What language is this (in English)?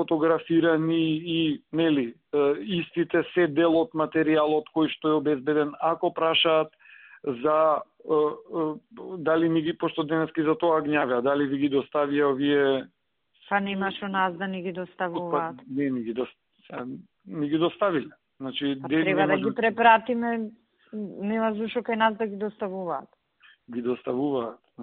Macedonian